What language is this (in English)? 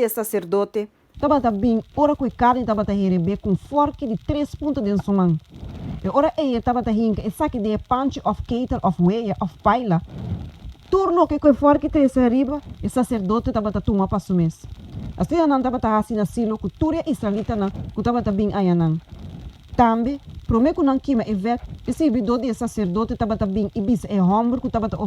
Papiamento